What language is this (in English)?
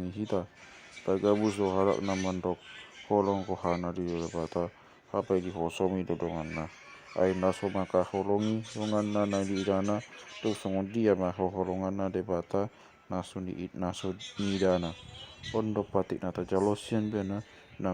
Batak Toba